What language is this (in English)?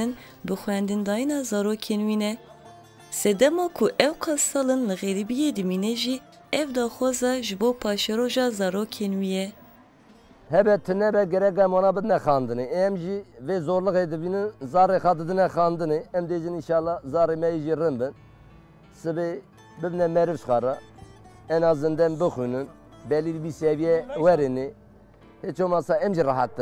Kurdish